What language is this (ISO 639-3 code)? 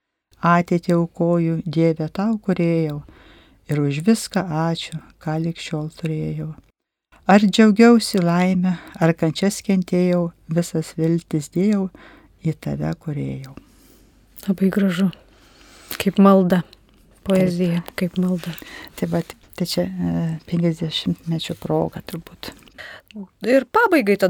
lit